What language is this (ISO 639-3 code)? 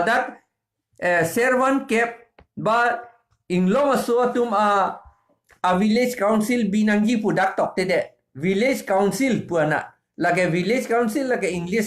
mjw